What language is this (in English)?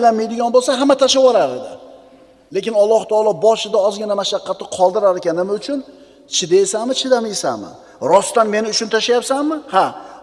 Uzbek